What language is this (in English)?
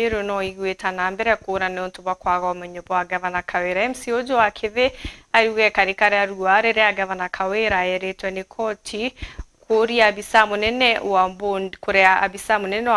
Meru